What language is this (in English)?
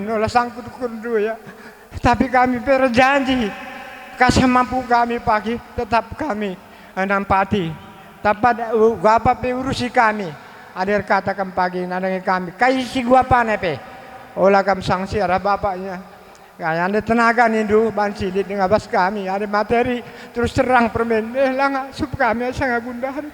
Batak Karo